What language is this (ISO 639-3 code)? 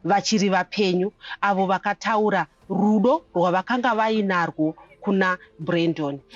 sna